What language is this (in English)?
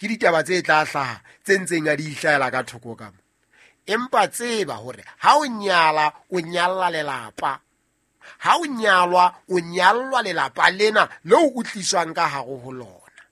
Southern Sotho